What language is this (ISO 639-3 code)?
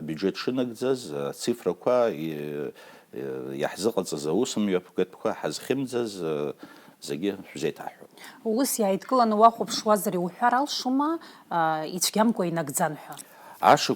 abk